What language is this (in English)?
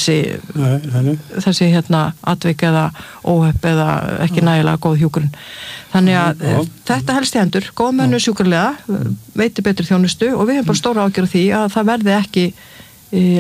Icelandic